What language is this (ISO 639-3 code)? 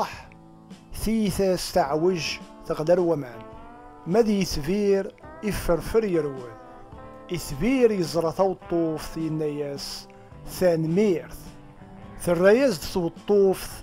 kab